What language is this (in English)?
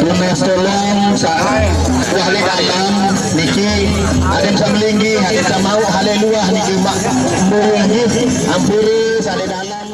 Sasak